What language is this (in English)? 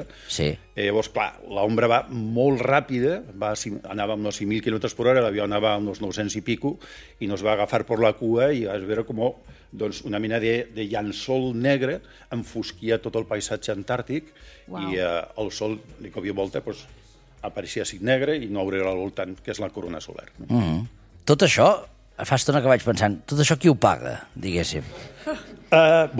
Catalan